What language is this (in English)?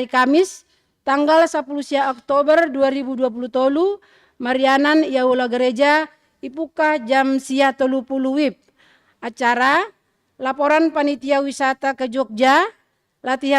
Batak Simalungun